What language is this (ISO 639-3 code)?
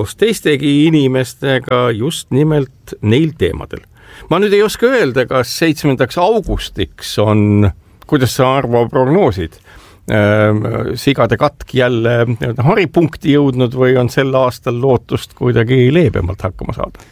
est